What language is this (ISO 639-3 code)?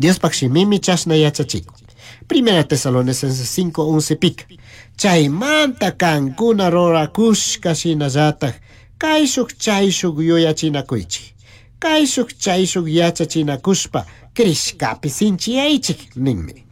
qug